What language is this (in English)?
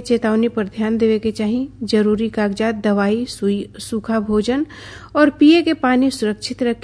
Bhojpuri